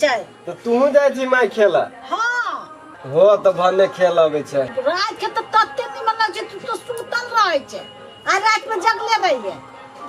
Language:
Maithili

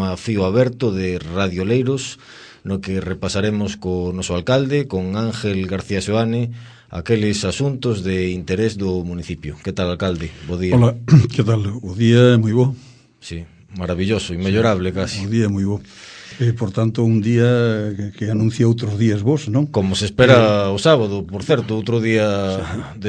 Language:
Galician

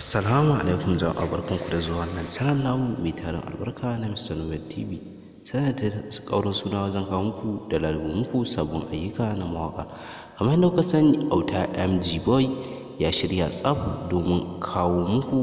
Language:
Hausa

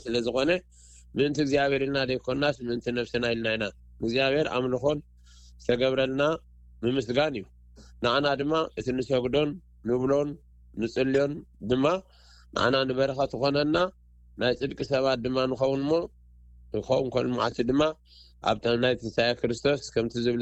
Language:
Tigrinya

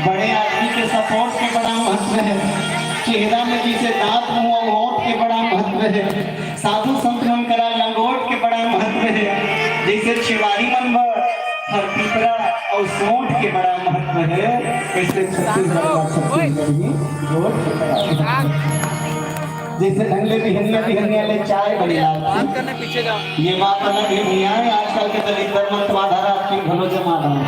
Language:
Chhattisgarhi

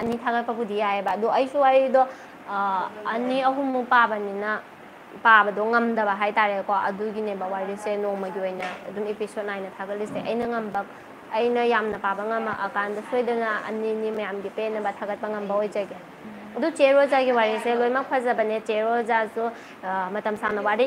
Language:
Manipuri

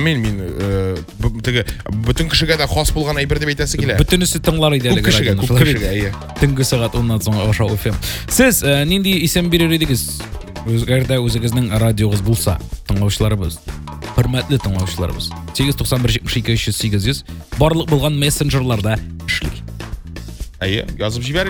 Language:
Tatar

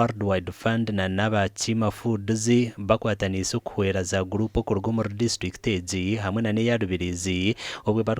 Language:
Nyankole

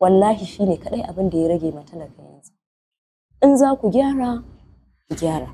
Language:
Hausa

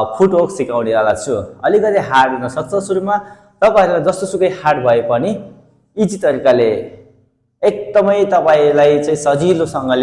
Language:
Nepali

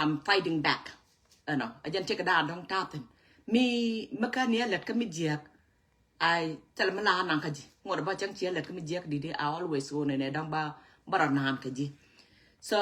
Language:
Nuer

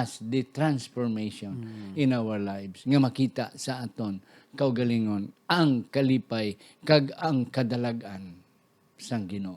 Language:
Hiligaynon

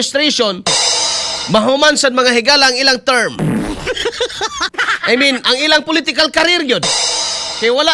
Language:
Cebuano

